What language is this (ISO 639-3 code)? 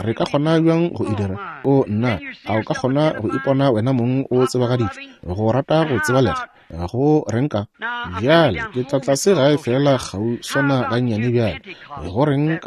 nso